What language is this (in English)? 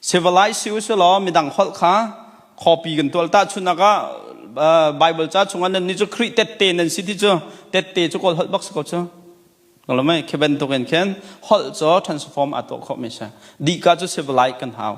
Hakha Chin